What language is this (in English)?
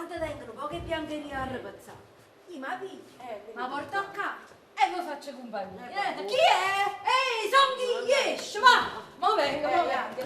Neapolitan